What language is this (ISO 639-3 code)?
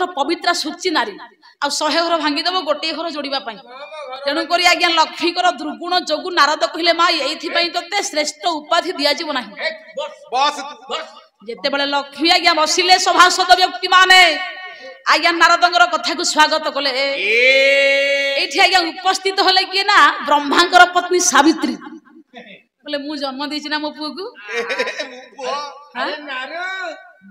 ori